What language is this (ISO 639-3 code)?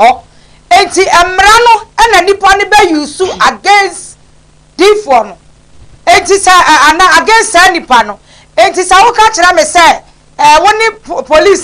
aka